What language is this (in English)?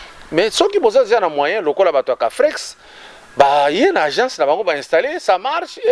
Lingala